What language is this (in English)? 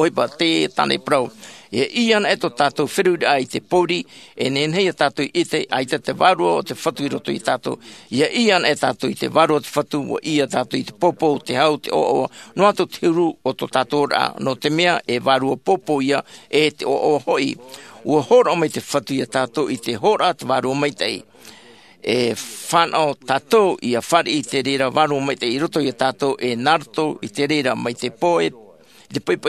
Tahitian